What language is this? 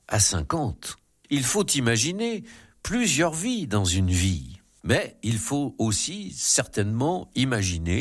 French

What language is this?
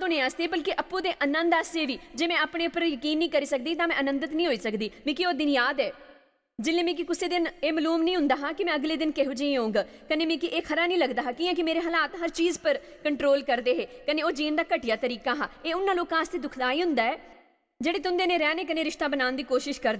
Dogri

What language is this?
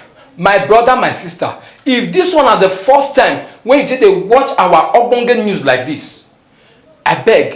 Nigerian Pidgin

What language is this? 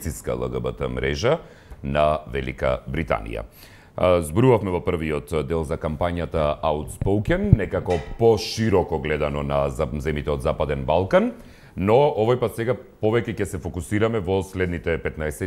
Macedonian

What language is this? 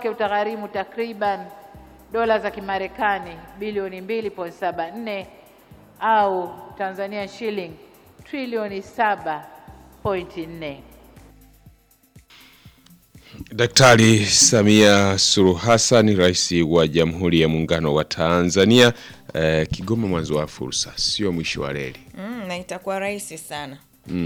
Swahili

